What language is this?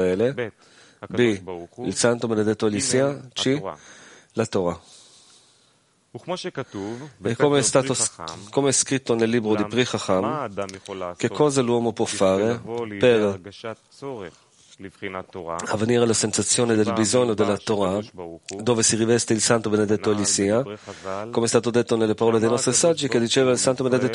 Italian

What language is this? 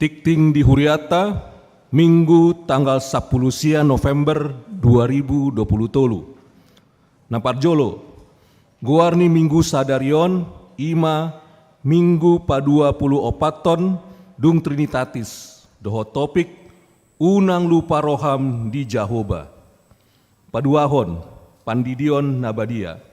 Batak Toba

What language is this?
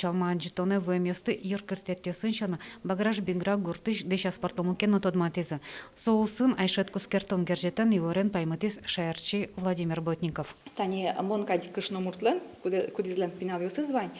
Udmurt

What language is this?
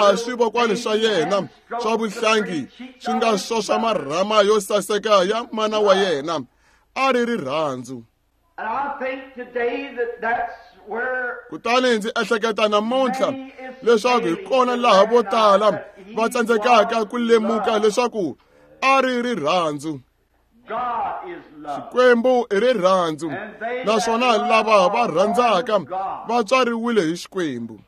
Tsonga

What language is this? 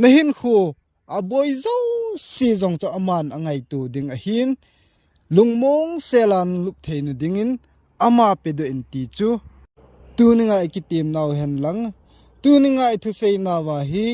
Thado Chin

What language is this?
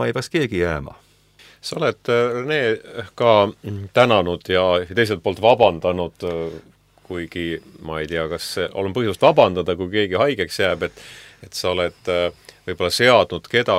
Estonian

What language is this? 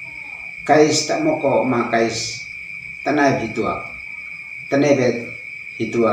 Uab Meto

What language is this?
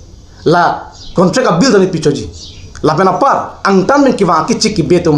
Karbi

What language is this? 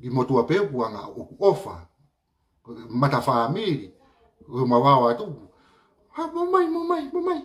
Tongan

